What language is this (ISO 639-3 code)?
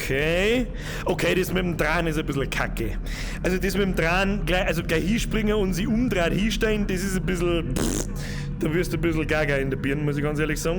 bar